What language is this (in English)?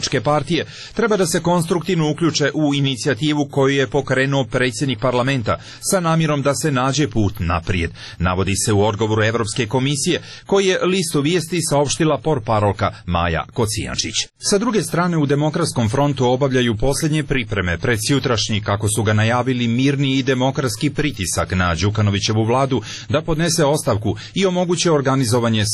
Serbian